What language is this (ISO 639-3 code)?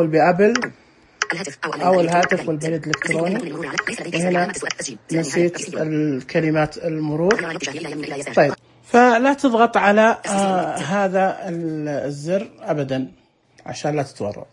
ars